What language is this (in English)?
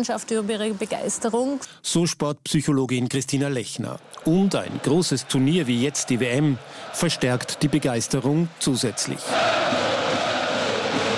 German